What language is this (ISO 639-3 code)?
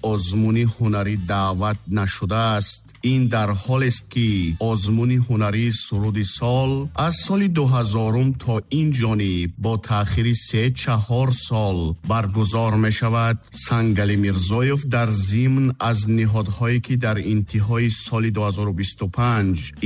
tgk